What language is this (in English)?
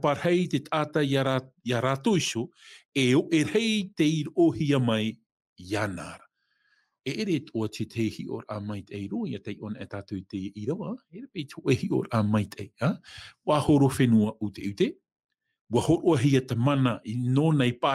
Tahitian